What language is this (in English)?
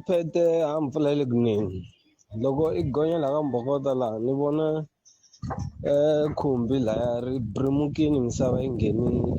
Tsonga